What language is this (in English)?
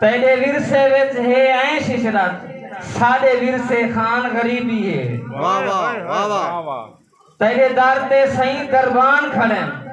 Saraiki